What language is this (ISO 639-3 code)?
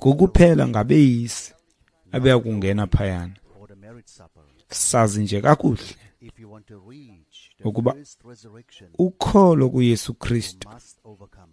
xho